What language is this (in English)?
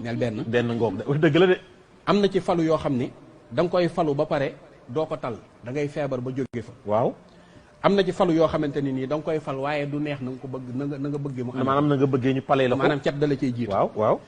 Wolof